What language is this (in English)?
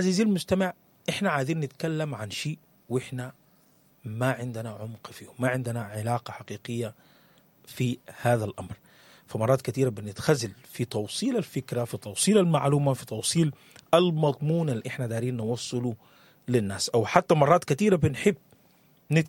Sudanese Arabic